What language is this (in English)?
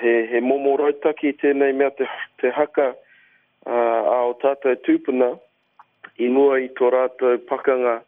Māori